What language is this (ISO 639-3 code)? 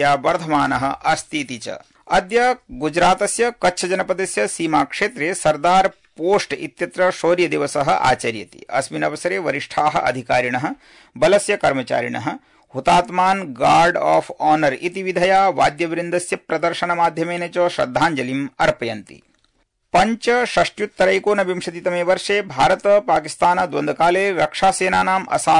san